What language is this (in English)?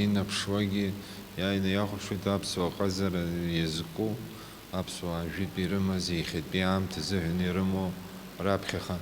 Abkhazian